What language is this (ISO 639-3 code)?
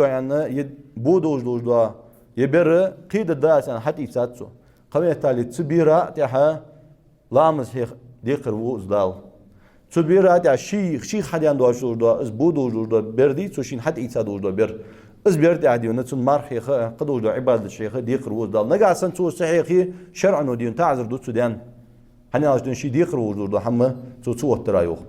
inh